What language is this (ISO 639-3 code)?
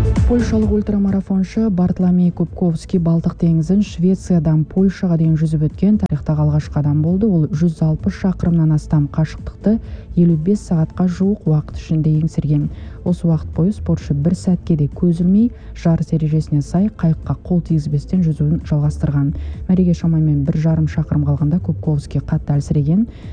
kaz